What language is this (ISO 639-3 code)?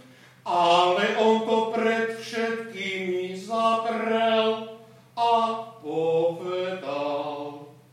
slk